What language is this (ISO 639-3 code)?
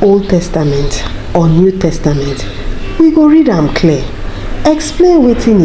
pcm